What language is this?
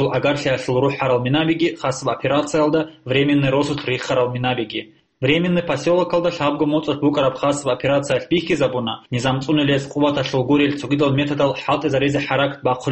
Avaric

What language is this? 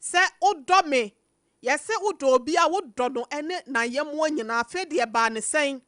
Akan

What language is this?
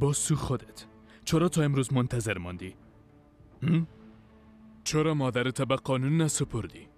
Persian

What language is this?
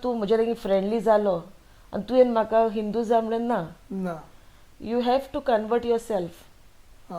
Konkani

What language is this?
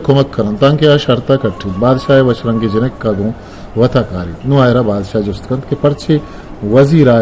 Eastern Balochi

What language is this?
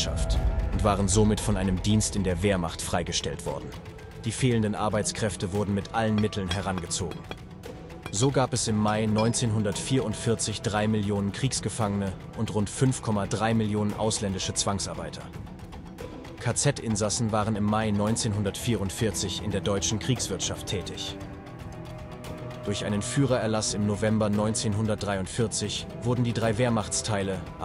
German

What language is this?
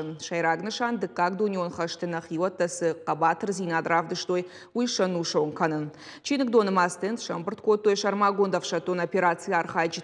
Ossetic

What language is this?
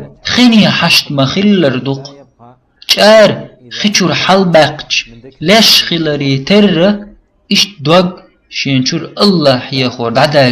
Chechen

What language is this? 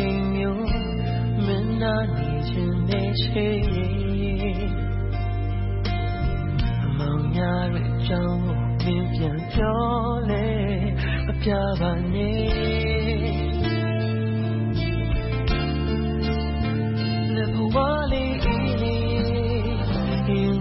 Burmese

